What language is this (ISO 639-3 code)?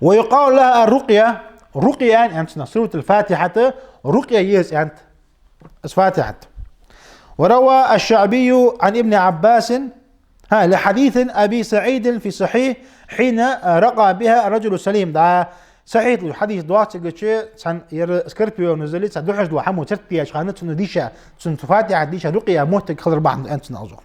inh